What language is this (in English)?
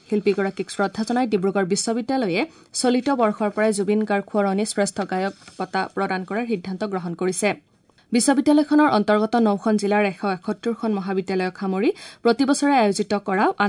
Assamese